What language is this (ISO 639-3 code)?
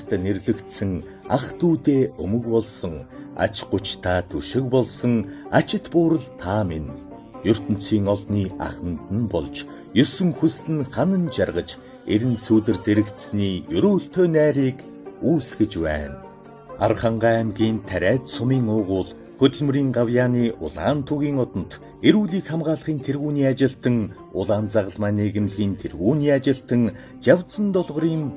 mon